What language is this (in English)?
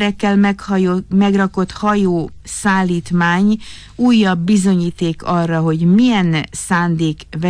Hungarian